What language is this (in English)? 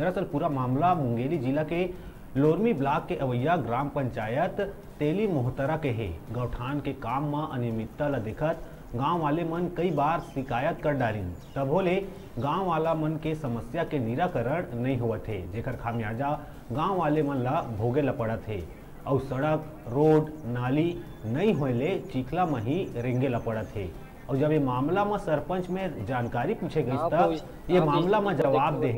Chhattisgarhi